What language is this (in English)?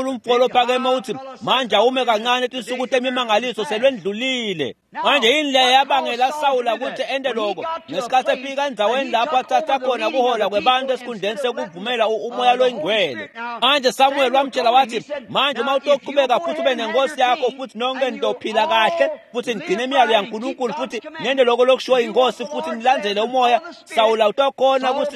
Swati